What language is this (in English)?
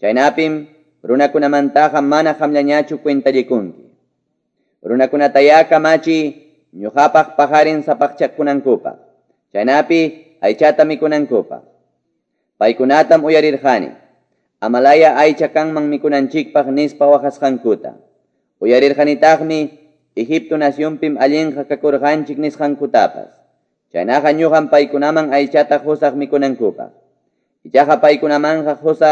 Quechua